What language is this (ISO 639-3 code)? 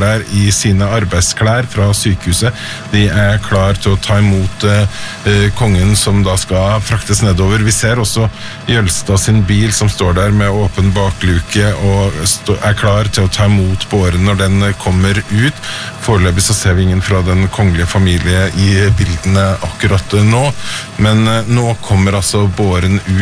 nor